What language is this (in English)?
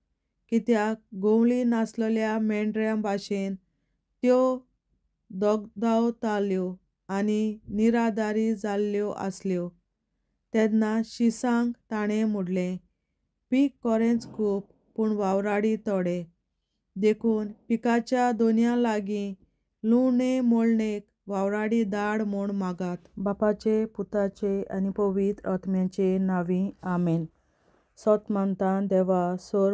Konkani